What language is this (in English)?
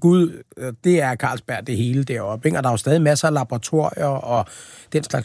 Danish